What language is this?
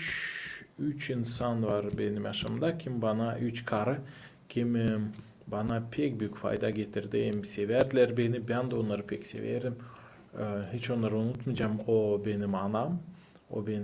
Gagauz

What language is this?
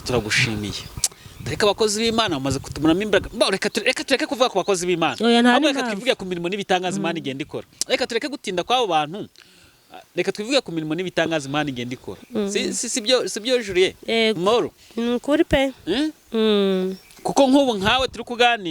Kinyarwanda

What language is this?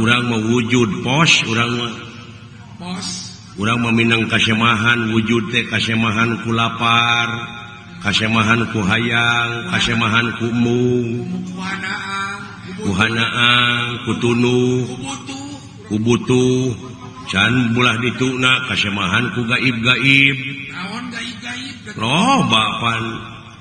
Sundanese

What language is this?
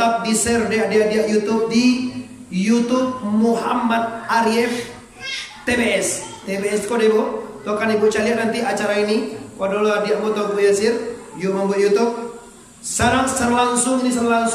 Minangkabau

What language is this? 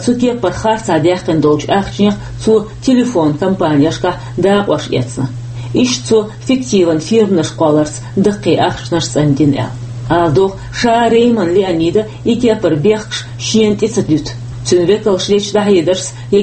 Chechen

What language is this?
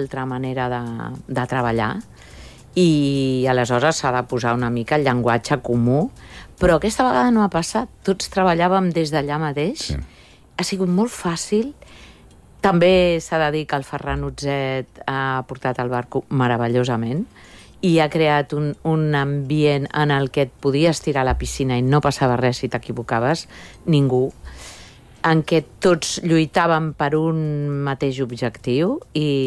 Catalan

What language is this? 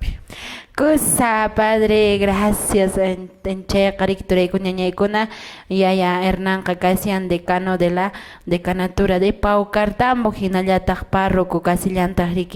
Quechua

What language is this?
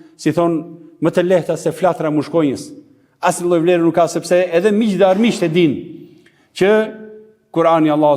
Albanian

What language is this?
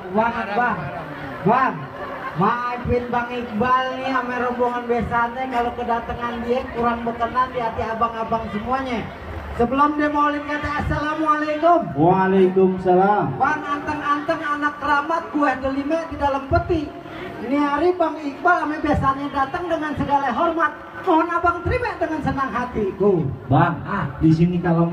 Betawi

